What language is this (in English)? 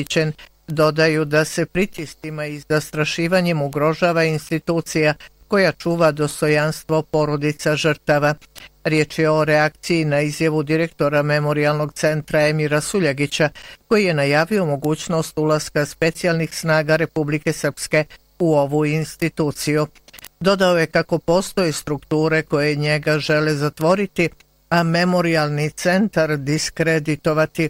Bosnian